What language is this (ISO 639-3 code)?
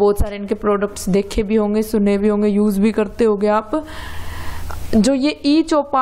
hin